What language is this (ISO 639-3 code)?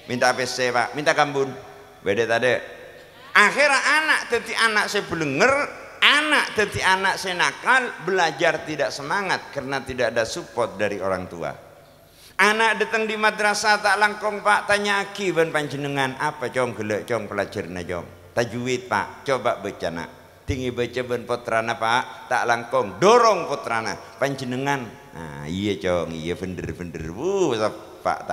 mad